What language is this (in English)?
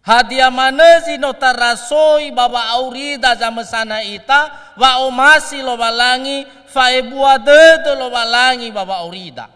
Nias